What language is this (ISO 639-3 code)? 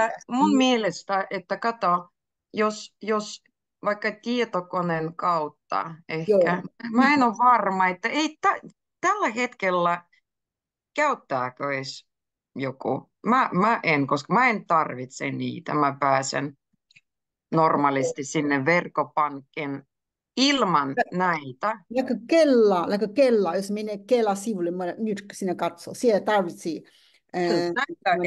fin